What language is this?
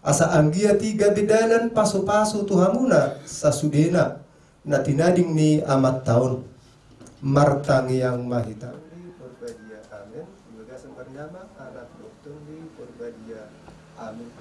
Batak Toba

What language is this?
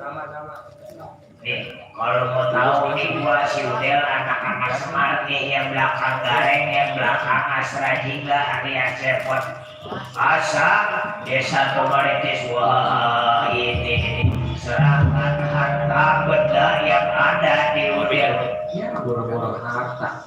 Betawi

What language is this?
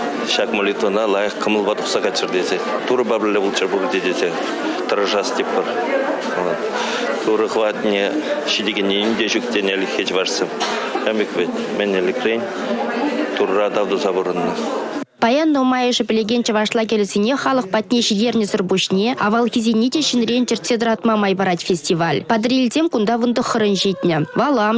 Chuvash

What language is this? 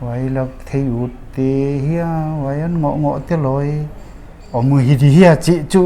Paite Chin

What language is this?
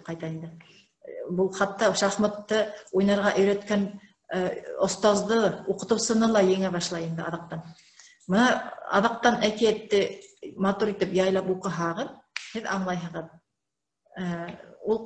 Bashkir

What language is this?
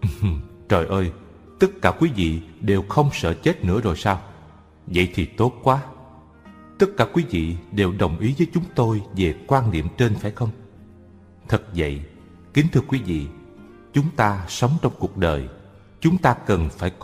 Vietnamese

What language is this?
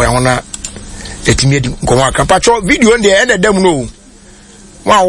Akan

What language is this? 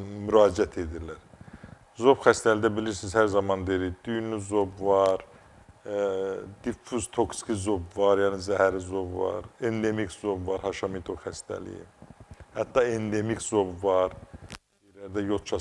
Azerbaijani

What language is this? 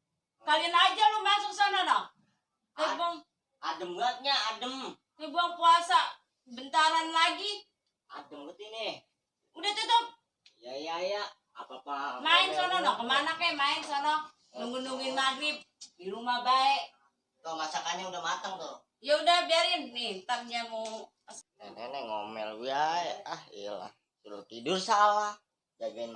Betawi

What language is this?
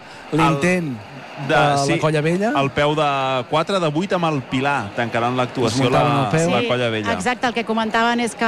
Catalan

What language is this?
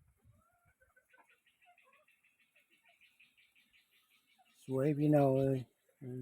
Lao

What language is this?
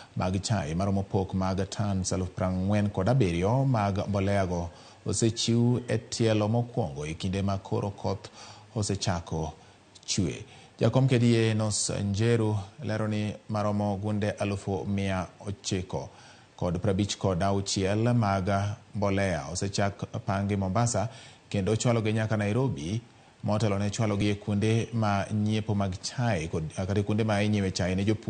Luo (Kenya and Tanzania)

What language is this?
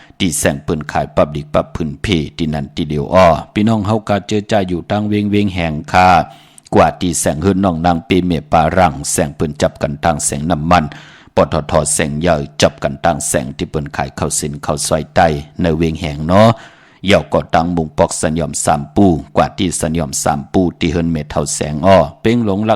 Shan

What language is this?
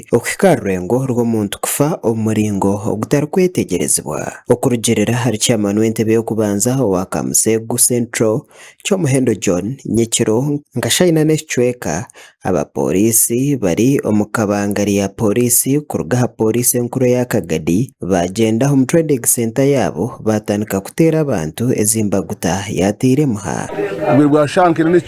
Nyankole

